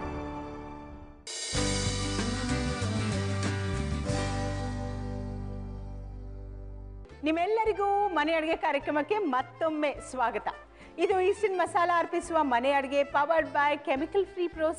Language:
Kannada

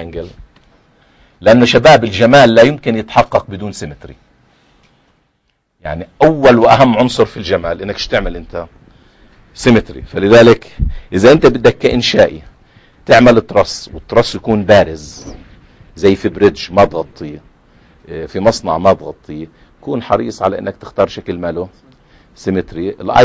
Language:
South Levantine Arabic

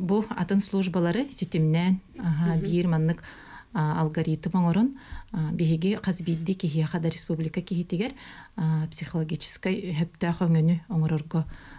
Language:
Yakut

